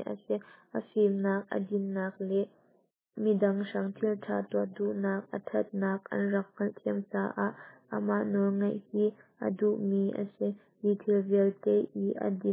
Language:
Hakha Chin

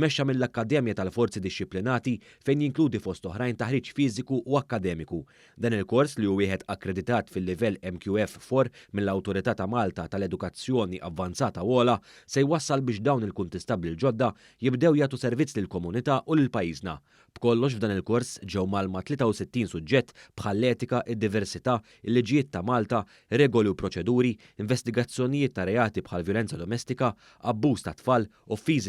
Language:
Maltese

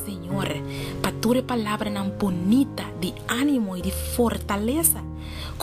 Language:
Papiamento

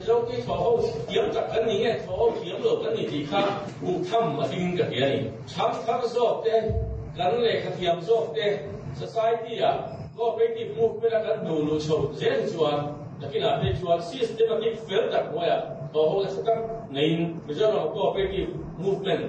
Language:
Mizo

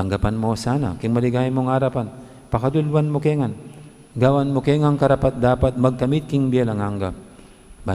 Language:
Pampanga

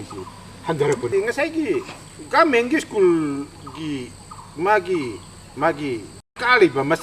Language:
Manipuri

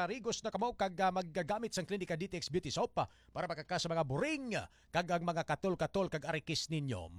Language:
Hiligaynon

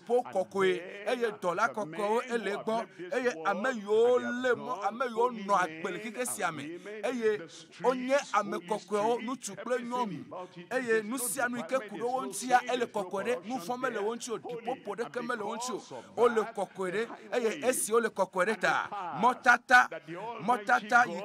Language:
Ewe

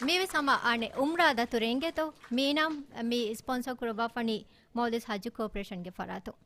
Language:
Divehi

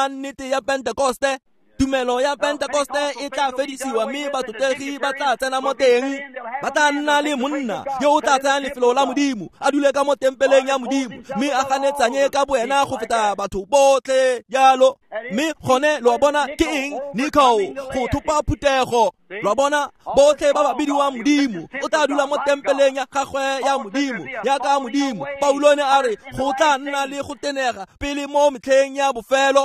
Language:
Tswana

